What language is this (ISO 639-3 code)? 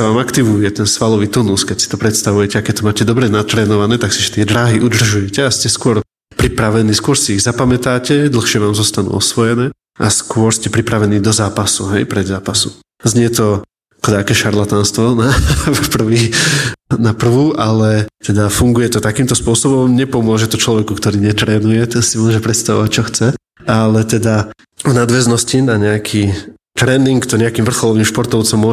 slk